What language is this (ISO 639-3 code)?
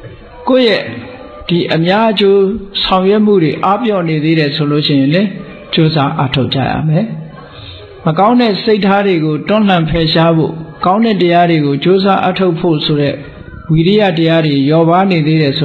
mya